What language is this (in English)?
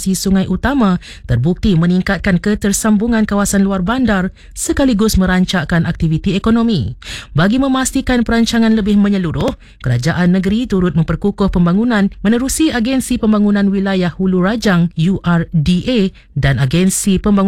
Malay